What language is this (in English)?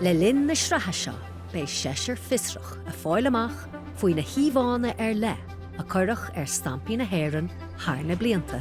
Irish